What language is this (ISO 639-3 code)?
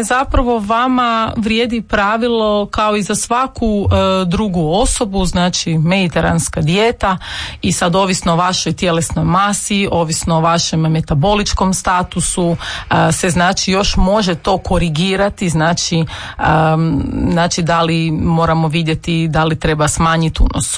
hrv